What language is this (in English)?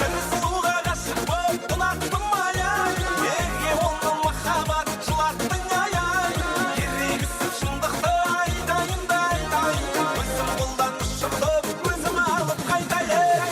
Kara-Kalpak